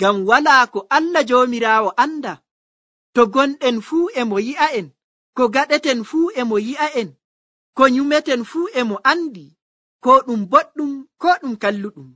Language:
Nigerian Fulfulde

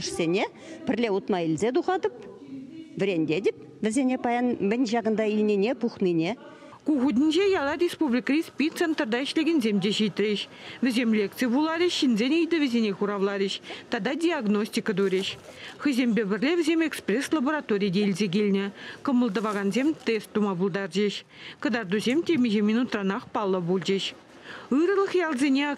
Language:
Chuvash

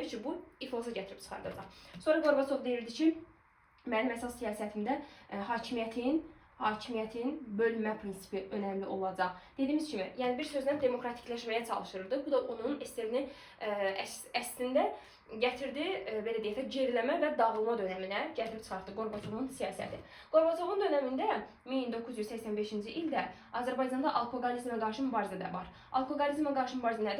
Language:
Azerbaijani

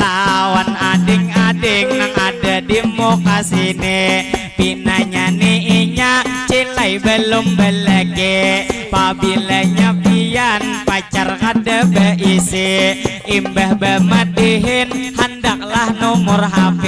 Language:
Banjar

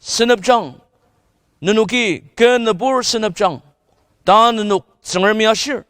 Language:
Ao Naga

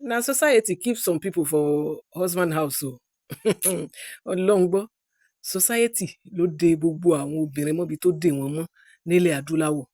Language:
Yoruba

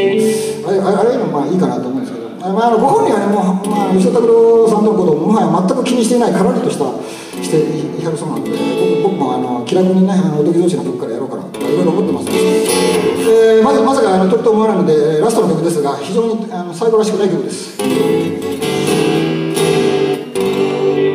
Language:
Japanese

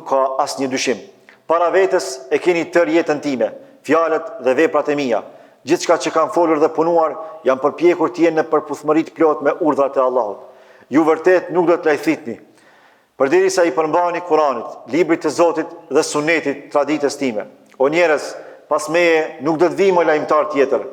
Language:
Albanian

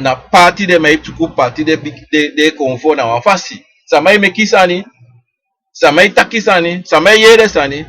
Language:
Sranan Tongo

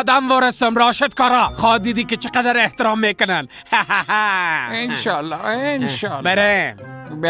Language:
Persian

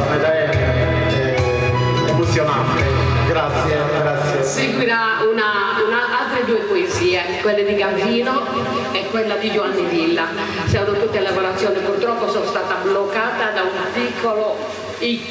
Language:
Sardinian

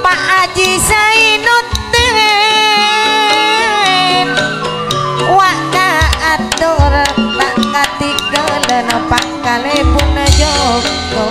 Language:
Madurese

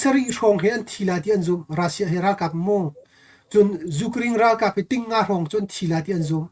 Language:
Hakha Chin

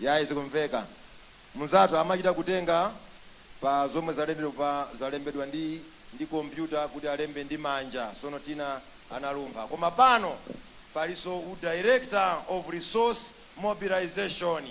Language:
Nyanja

